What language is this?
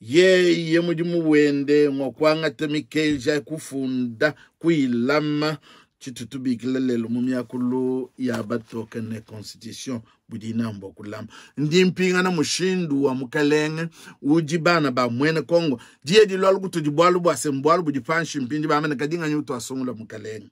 Luba-Lulua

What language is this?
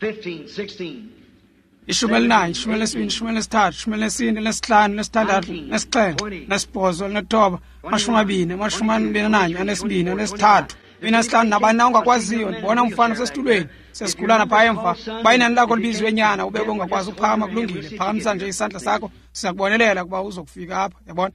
Xhosa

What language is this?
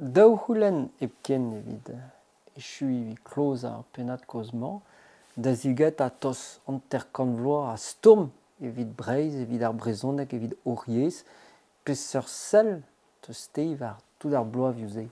Breton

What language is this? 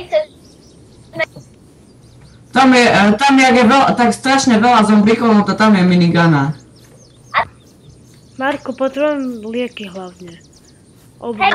Slovak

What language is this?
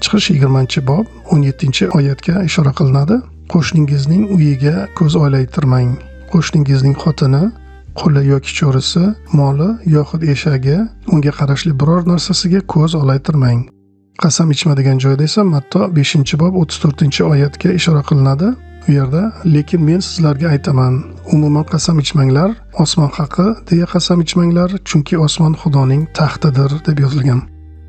Uzbek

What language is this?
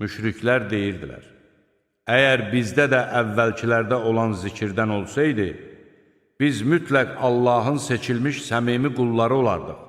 Azerbaijani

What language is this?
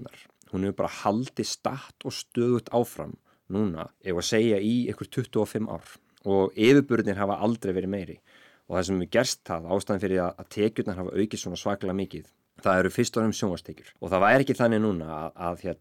Icelandic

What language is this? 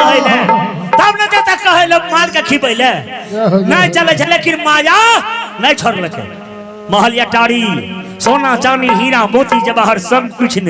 Maithili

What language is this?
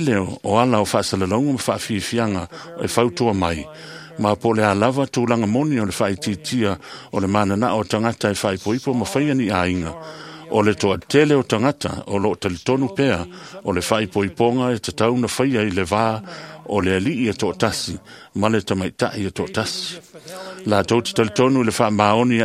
Samoan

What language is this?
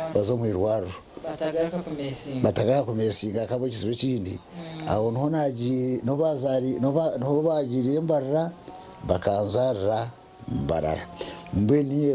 Nyankole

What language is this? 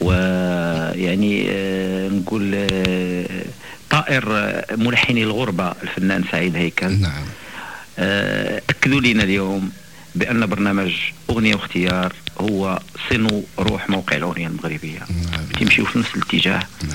Moroccan Arabic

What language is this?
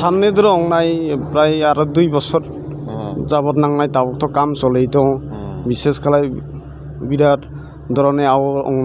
Kok Borok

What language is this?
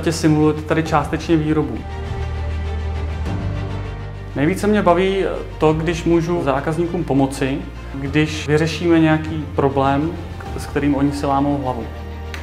Czech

